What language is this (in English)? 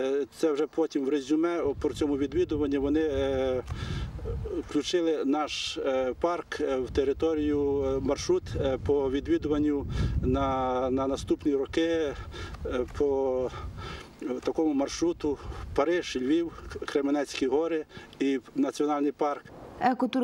Ukrainian